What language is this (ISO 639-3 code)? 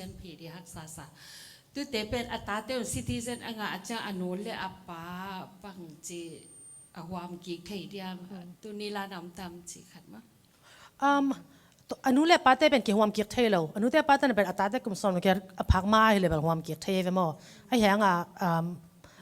ctd